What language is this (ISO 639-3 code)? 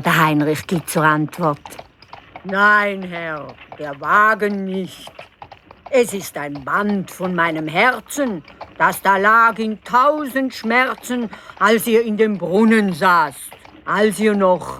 gsw